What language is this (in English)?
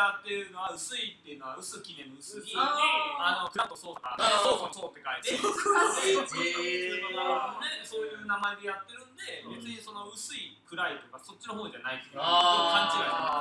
Japanese